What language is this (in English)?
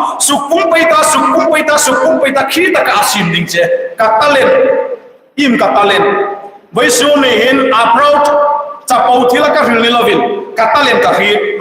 Hmar